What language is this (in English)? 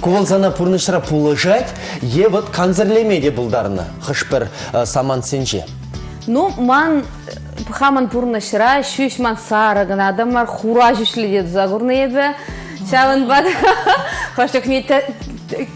Chuvash